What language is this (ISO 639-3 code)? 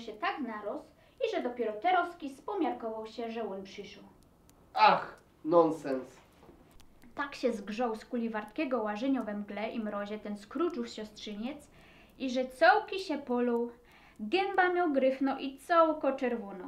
szl